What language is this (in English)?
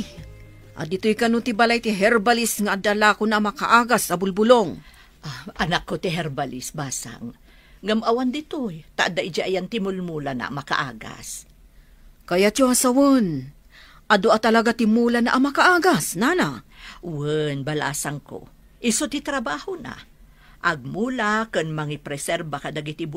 Iloko